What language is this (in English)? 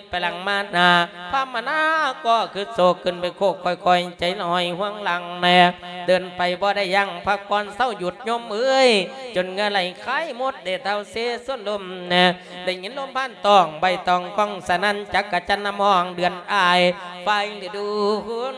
Lao